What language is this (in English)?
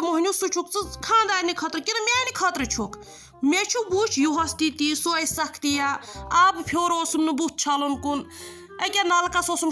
Kashmiri